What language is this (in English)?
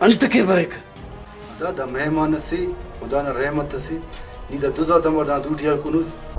Brahui